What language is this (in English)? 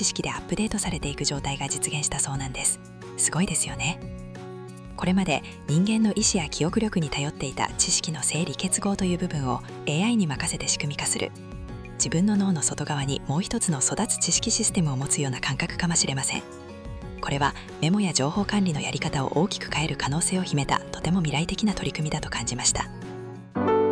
Japanese